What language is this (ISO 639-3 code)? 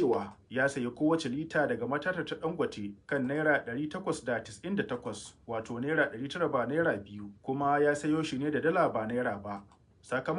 hau